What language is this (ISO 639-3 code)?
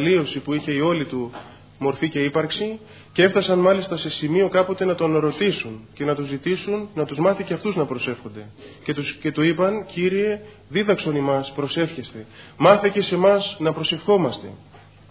ell